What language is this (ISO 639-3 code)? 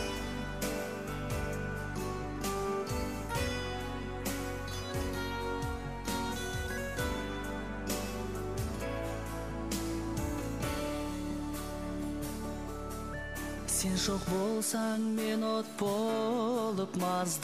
kaz